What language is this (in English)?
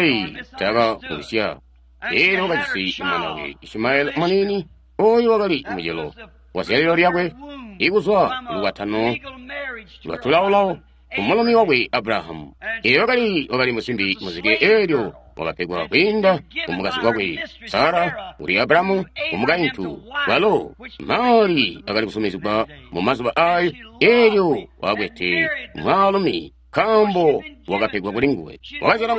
Tonga (Zambia)